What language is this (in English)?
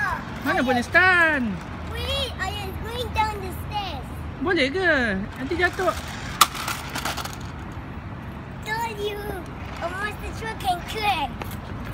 Malay